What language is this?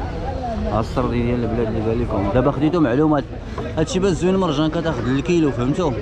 Moroccan Arabic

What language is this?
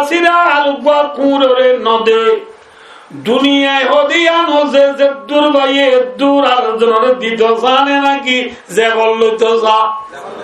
Rohingya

